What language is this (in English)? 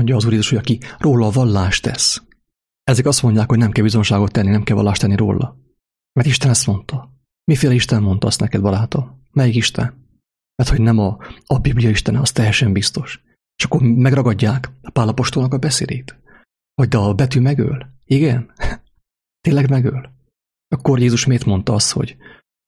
Hungarian